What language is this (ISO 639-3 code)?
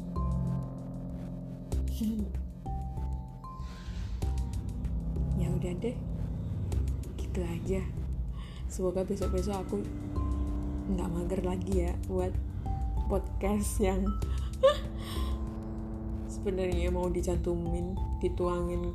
ind